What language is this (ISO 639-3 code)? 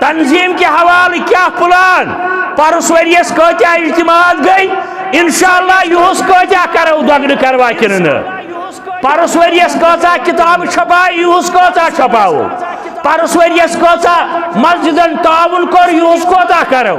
kas